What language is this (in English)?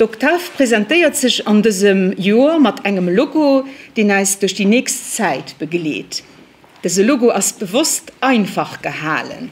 Luxembourgish